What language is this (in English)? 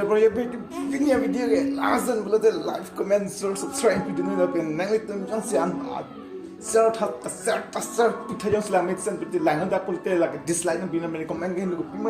Karbi